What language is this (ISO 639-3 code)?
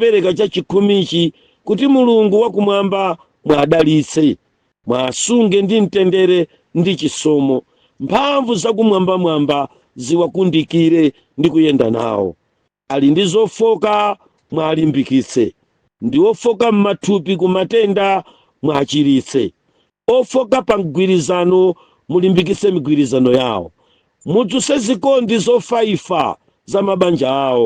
nya